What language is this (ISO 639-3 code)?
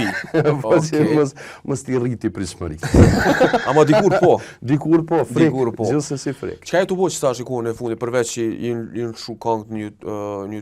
sqi